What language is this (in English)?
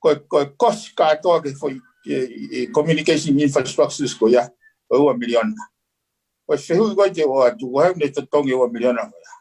Tongan